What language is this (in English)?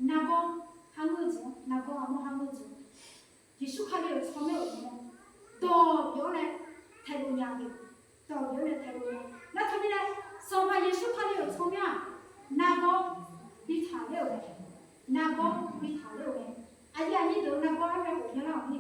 Akha